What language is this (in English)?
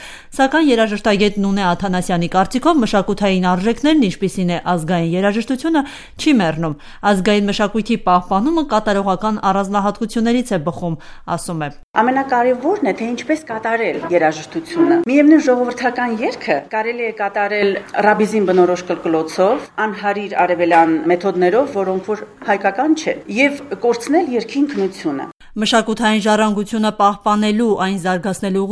Armenian